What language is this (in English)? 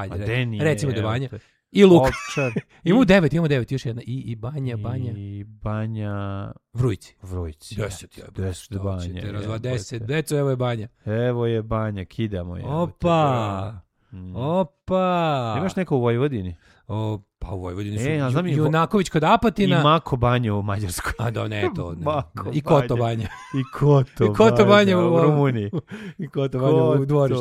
Serbian